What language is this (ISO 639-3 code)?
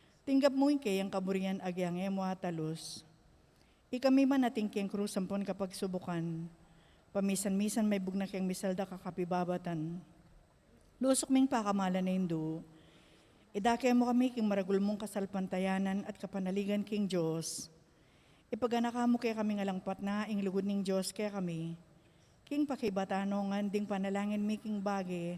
pam